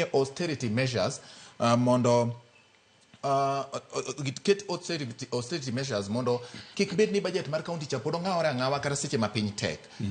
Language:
Luo (Kenya and Tanzania)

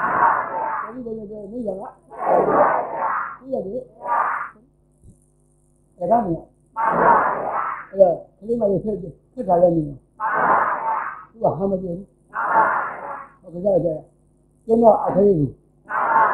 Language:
Burmese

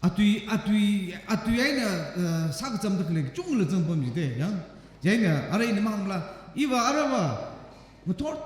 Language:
Tangkhul Naga (India)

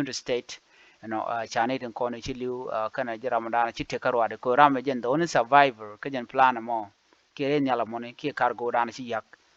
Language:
Nuer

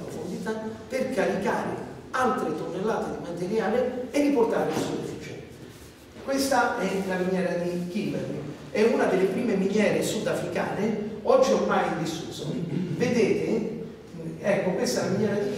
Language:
Italian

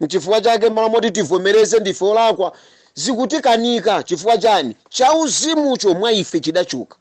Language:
Nyanja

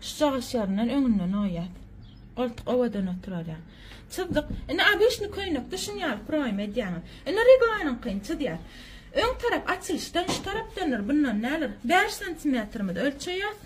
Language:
Turkmen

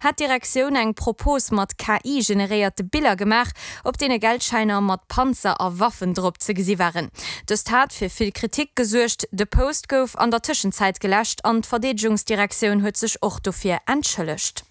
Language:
Luxembourgish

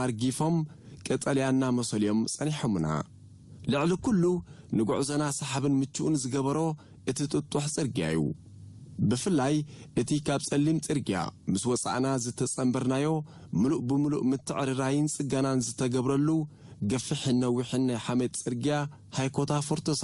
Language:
Tigrinya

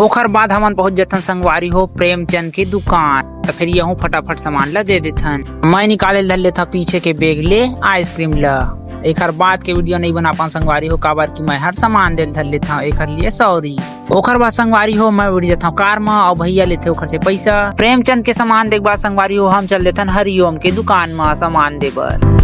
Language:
Chhattisgarhi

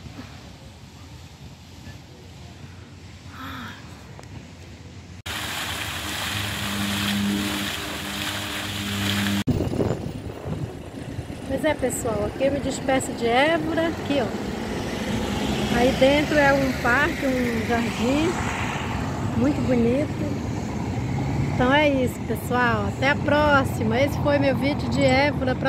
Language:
Portuguese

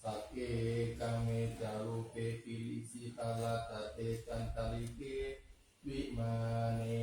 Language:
Pali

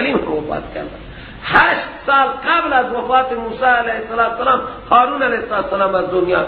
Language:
Persian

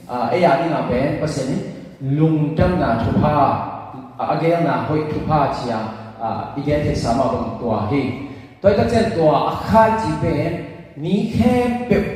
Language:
Tedim Chin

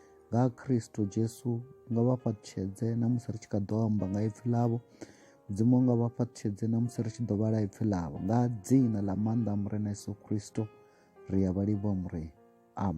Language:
Venda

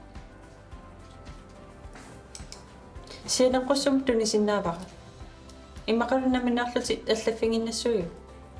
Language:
Kalaallisut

